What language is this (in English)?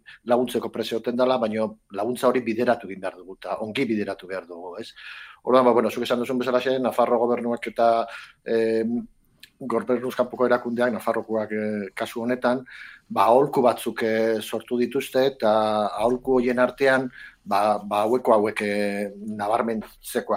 Basque